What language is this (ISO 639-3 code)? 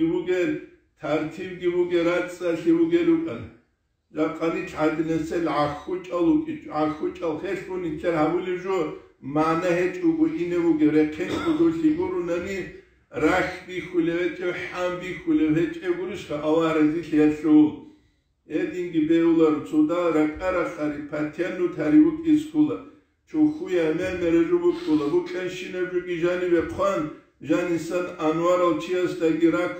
ava